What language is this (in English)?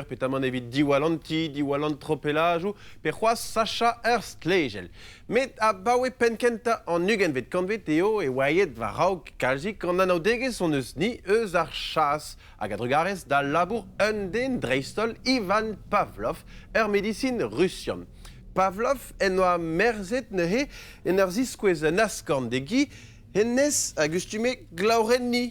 Breton